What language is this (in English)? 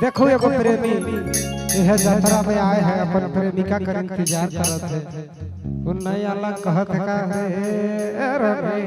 Sadri